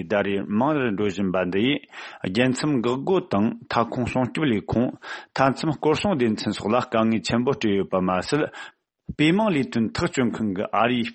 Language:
Tibetan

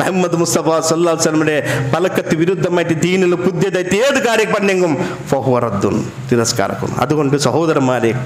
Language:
Malayalam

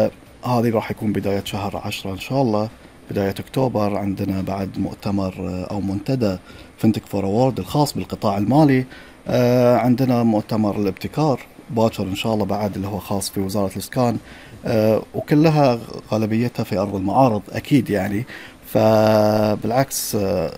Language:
Gulf Arabic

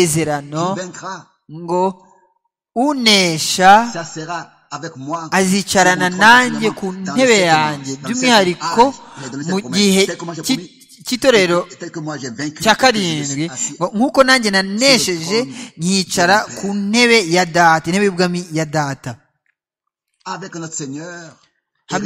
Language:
Kinyarwanda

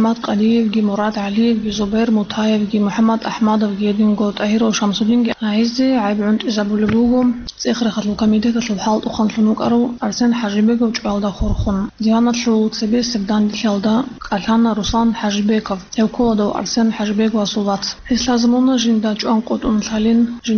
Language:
Avaric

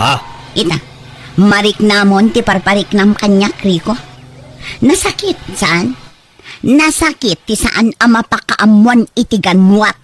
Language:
Iloko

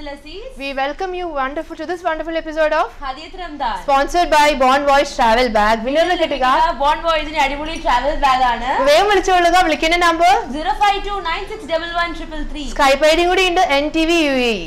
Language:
Malayalam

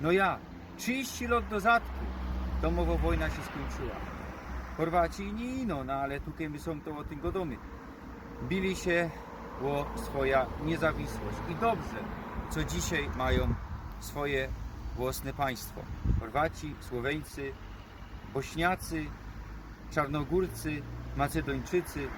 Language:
Silesian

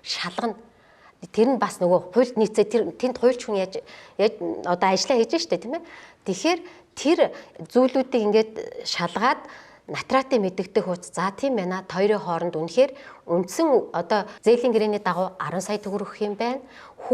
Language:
Mongolian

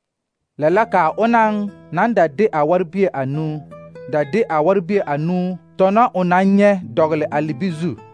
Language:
Southern Dagaare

